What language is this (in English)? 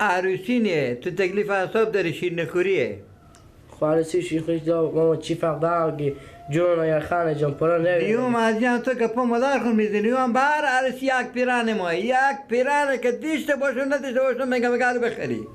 Persian